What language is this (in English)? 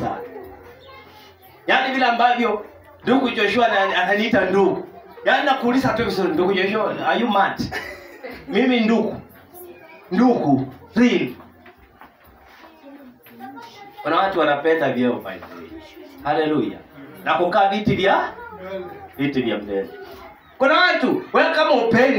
Swahili